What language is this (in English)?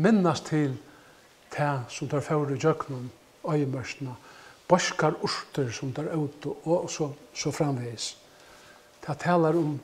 Faroese